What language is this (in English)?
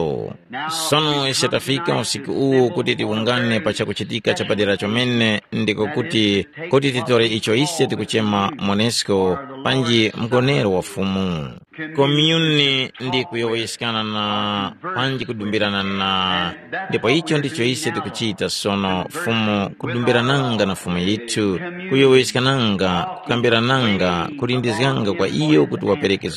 Tumbuka